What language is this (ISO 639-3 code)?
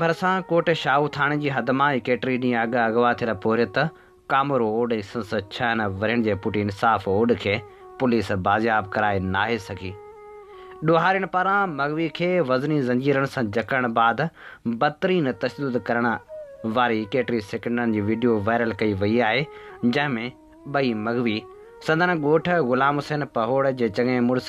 snd